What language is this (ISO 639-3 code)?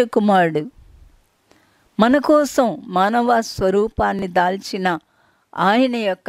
tel